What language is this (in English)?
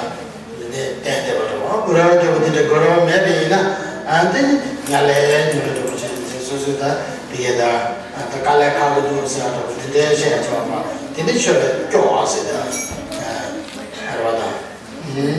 Tibetan